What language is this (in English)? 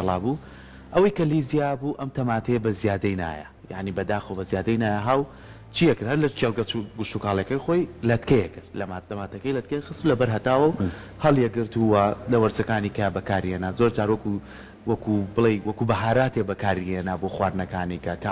Central Kurdish